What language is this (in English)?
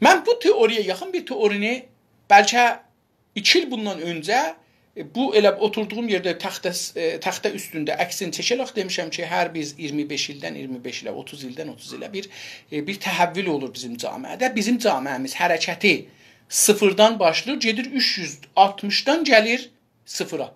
South Azerbaijani